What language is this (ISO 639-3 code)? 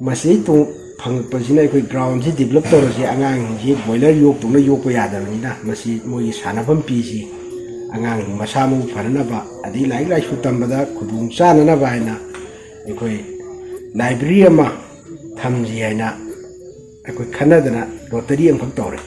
mni